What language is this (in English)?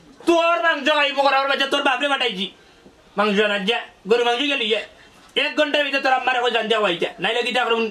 Sylheti